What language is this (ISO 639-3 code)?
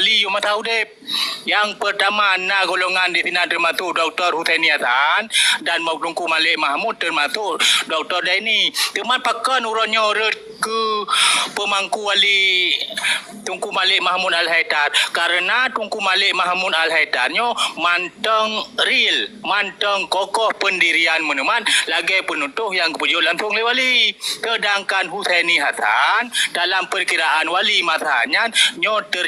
ace